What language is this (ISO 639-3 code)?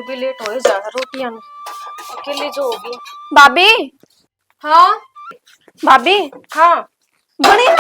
bgc